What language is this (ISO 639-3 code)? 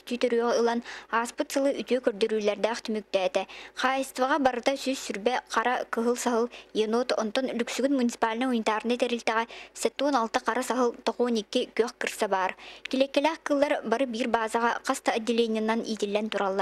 sah